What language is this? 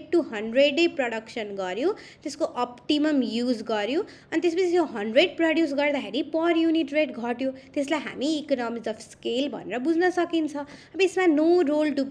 Nepali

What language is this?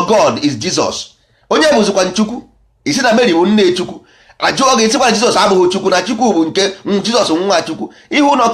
Igbo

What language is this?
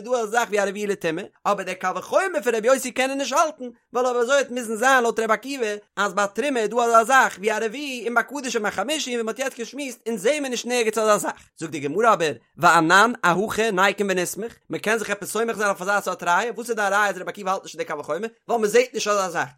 Yiddish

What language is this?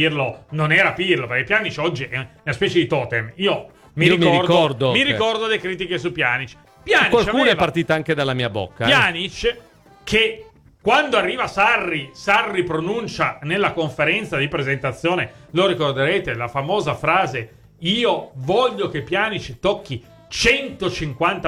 Italian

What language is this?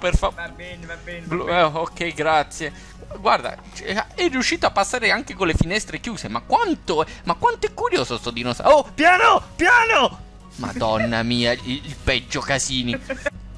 Italian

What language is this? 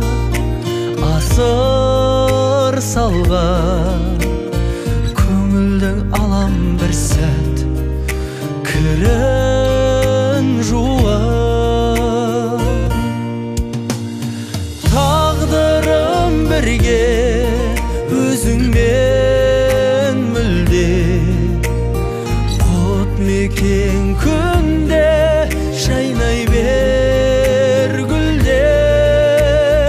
Kazakh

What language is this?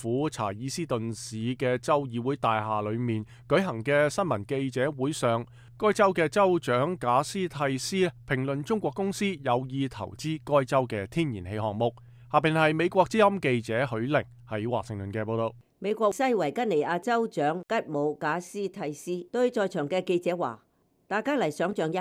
Cantonese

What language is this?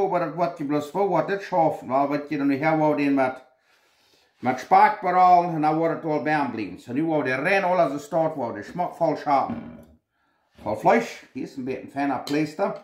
Plautdietsch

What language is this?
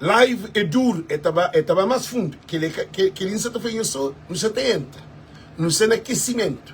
Kabuverdianu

